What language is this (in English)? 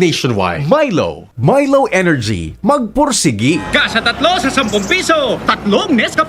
Bikol